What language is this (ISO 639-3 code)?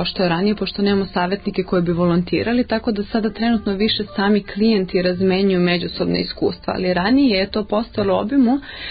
srp